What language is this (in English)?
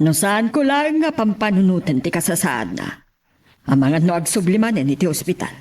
Iloko